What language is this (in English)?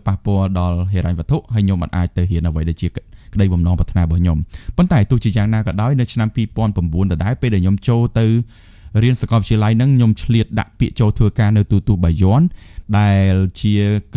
Khmer